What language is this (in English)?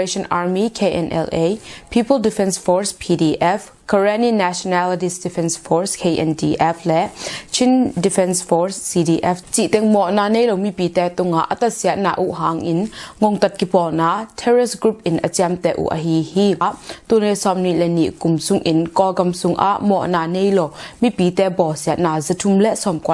Tedim Chin